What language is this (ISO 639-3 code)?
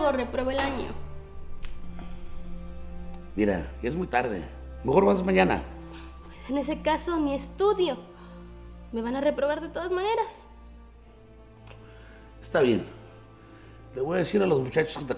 spa